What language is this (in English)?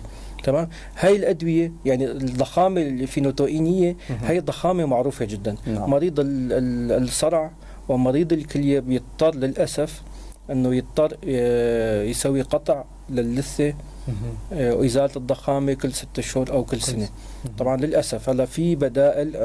North Levantine Arabic